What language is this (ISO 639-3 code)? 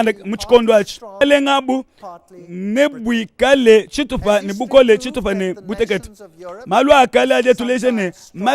lua